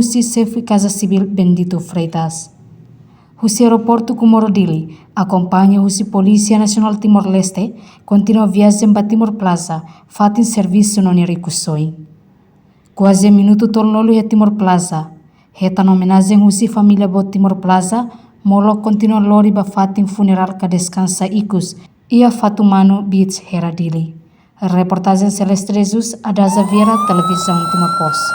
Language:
Tetum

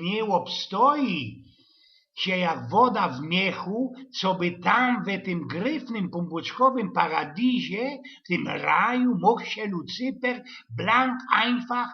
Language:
Silesian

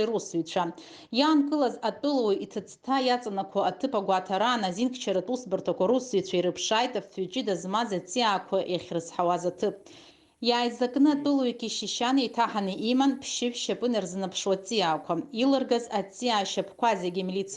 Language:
Abkhazian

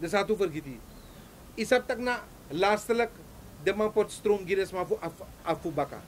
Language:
Sranan Tongo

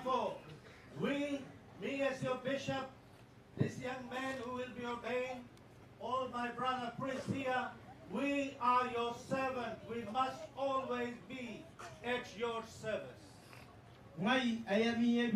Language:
Gilbertese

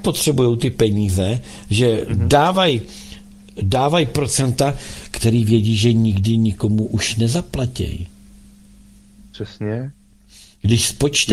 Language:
Czech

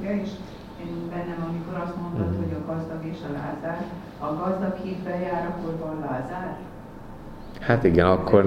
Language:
Hungarian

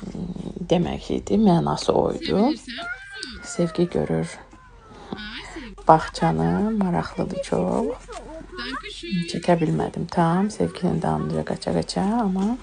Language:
Azerbaijani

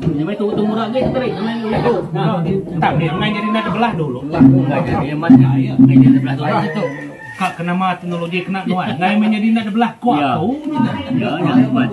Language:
Iban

